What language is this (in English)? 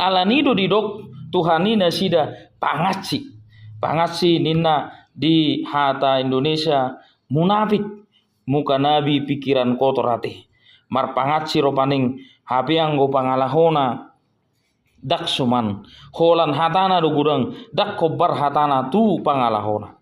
Batak Toba